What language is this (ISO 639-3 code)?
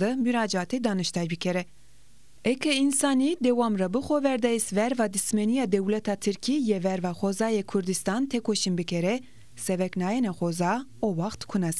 zza